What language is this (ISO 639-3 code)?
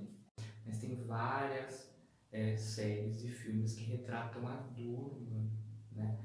por